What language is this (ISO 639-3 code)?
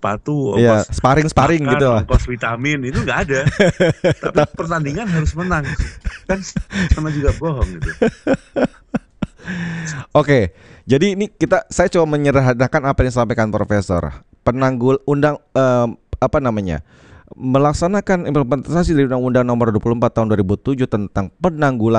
ind